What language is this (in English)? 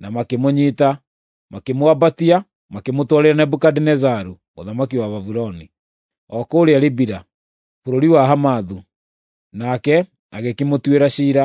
Kikuyu